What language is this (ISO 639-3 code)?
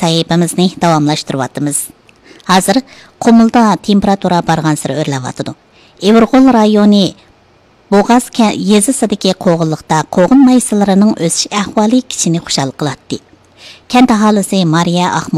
uig